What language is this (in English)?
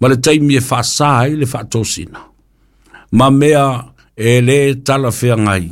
Samoan